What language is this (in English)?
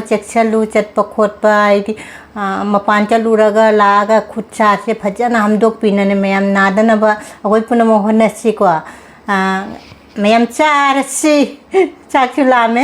Manipuri